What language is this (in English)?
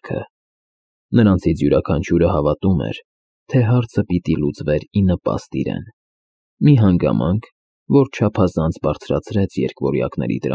Armenian